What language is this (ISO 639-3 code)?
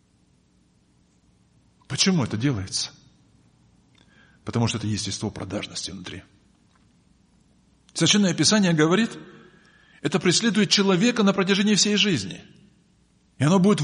rus